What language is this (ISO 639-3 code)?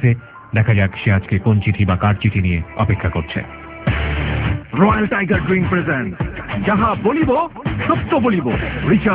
ben